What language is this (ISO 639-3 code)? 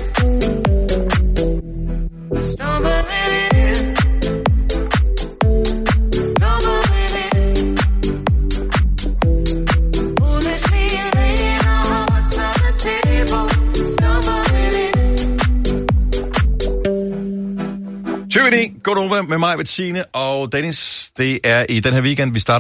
dan